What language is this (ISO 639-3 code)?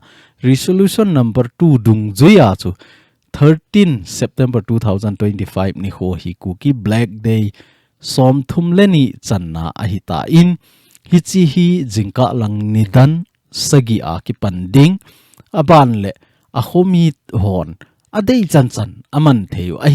tcz